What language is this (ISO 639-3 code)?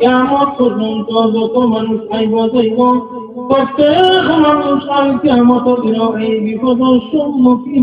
syl